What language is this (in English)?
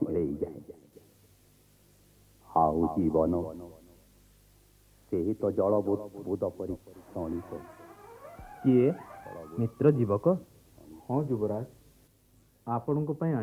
Odia